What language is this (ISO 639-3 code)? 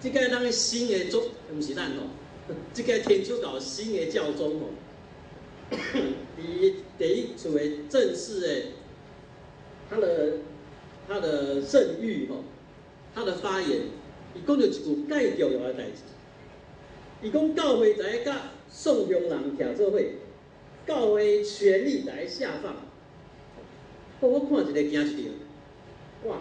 nan